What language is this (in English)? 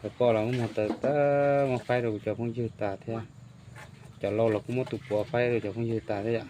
Hmong